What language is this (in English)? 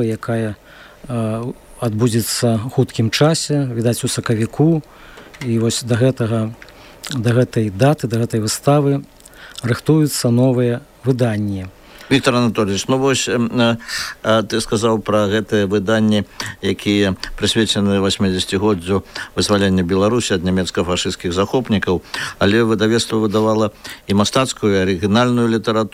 Belarusian